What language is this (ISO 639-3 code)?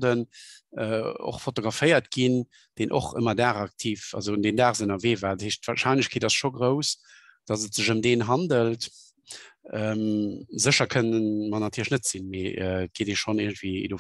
ltz